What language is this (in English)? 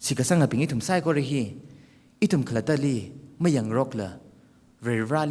Tangkhul Naga (India)